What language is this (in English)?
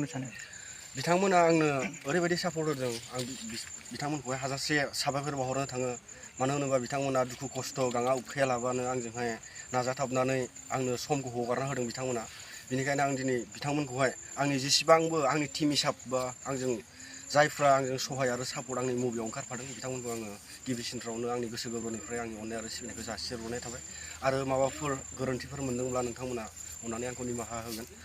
Bodo